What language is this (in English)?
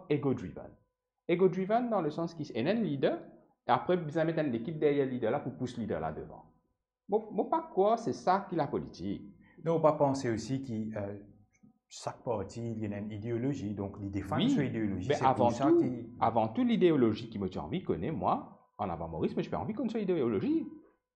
Morisyen